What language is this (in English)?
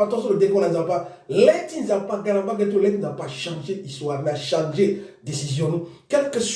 Sango